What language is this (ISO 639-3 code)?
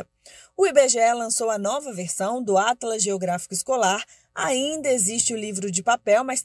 por